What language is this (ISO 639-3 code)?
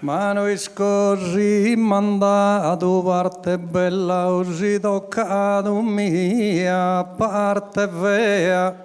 srd